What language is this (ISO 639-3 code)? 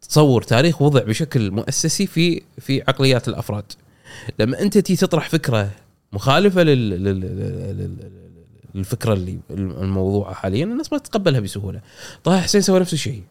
afb